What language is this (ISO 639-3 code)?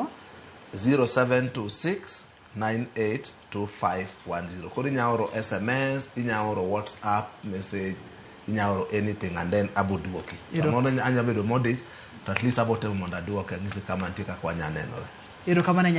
luo